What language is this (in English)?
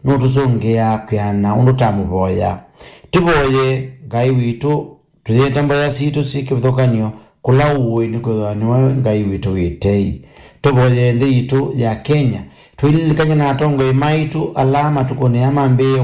Kamba